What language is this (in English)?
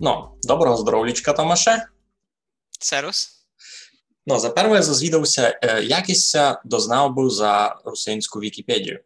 Rusyn